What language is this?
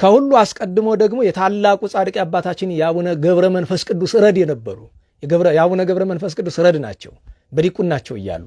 Amharic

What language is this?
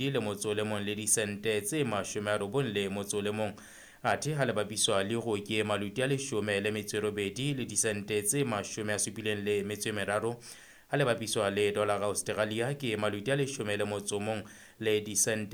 Southern Sotho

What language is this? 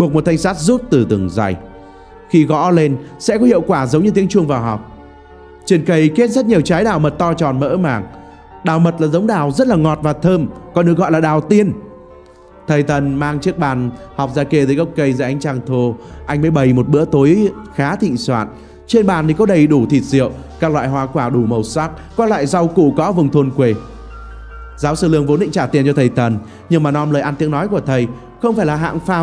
Vietnamese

